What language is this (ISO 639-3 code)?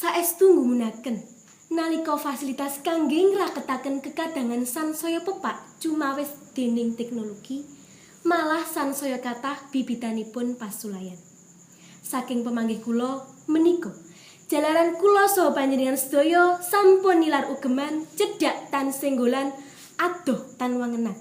jav